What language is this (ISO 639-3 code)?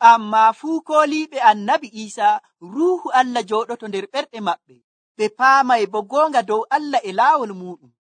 fuv